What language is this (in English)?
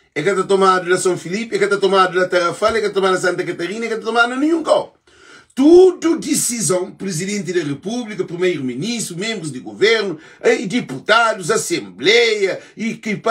Kabuverdianu